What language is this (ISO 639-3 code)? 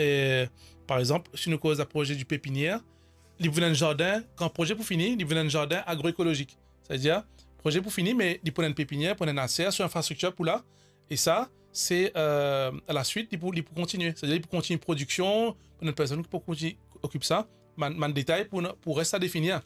mfe